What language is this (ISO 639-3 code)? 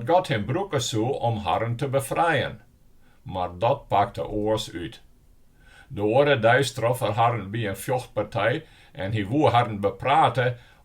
fry